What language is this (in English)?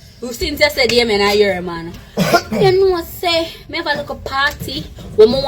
Jamaican Creole English